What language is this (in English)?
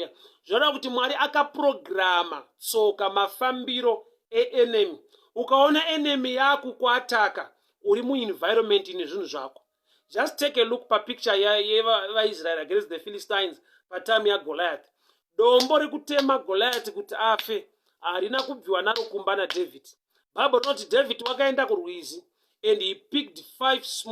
Shona